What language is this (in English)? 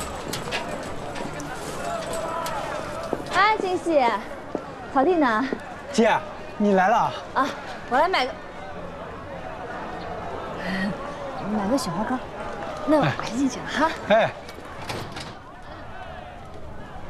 Chinese